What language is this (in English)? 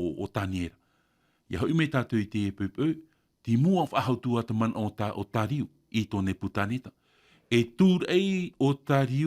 Tahitian